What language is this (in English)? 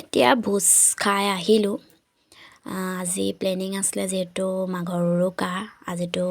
Assamese